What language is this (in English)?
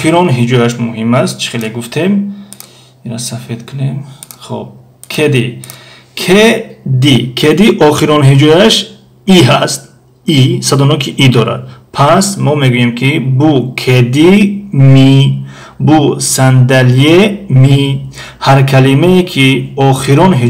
Tajik